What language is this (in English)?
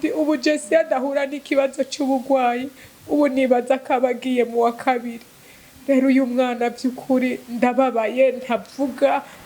Rundi